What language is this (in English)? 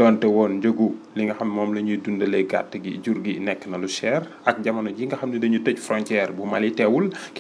Wolof